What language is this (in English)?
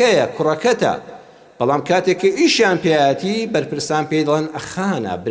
Central Kurdish